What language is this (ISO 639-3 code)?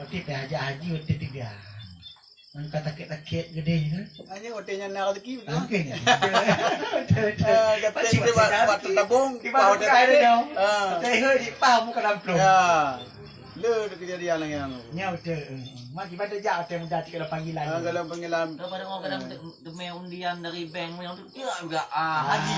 ace